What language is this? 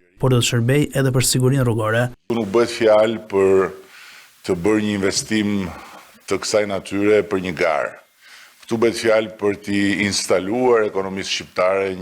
Albanian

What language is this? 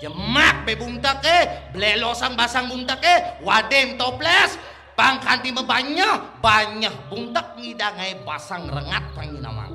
Balinese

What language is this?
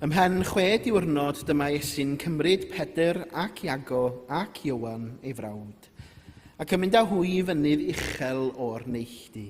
Welsh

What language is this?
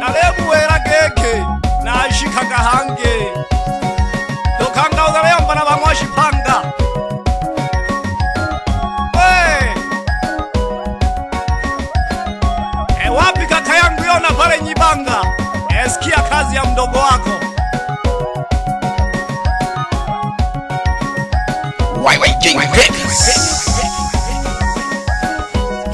Swahili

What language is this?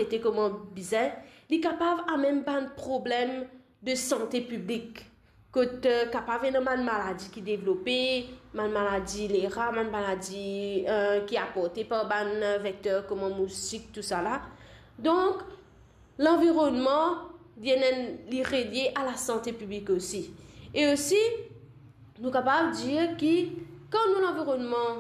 Morisyen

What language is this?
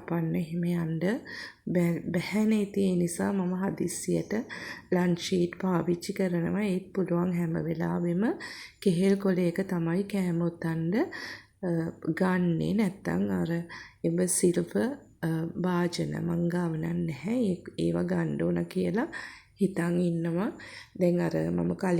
Sinhala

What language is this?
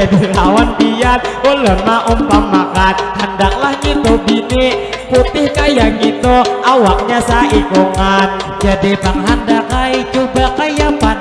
Banjar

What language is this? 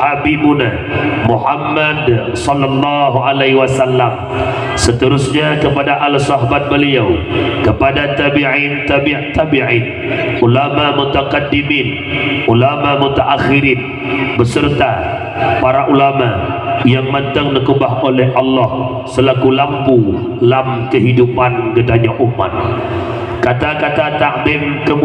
Achinese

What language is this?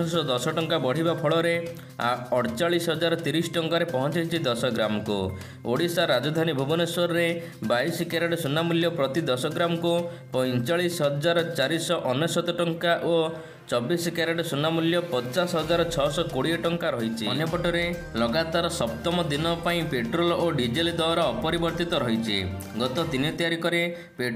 Odia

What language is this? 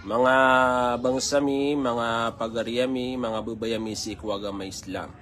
Maranao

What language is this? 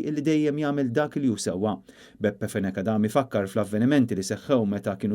Maltese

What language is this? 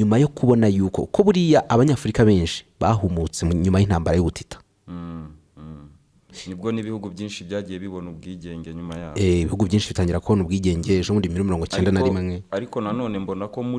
Kinyarwanda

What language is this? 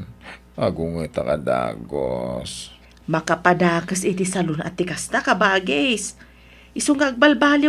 Iloko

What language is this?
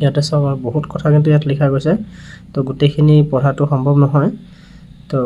Assamese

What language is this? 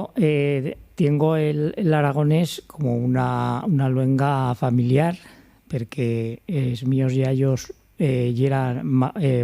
Aragonese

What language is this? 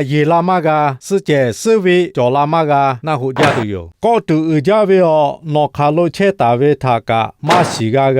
Lahu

